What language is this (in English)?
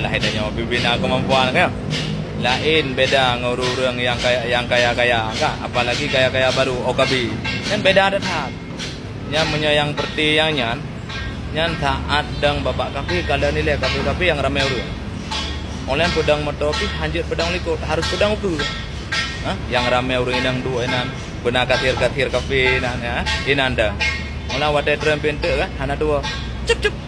Achinese